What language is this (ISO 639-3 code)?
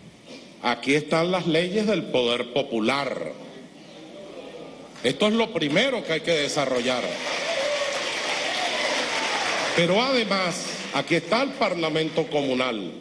spa